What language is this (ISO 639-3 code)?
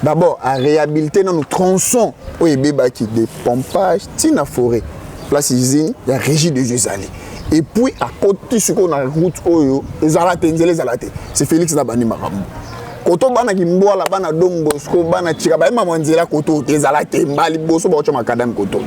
lin